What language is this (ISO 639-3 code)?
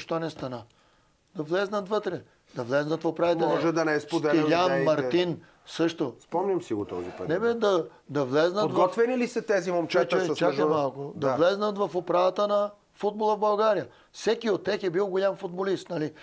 bul